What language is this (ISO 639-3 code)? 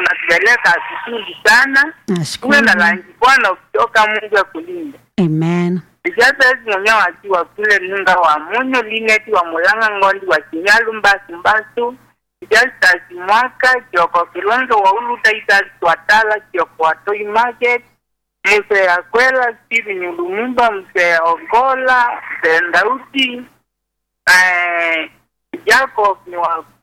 swa